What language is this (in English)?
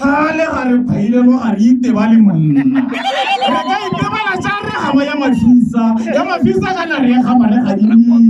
Tswana